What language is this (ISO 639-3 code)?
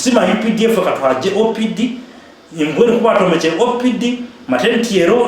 nyn